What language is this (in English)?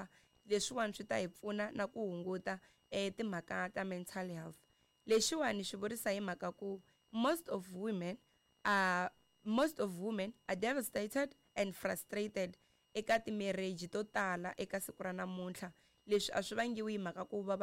Tsonga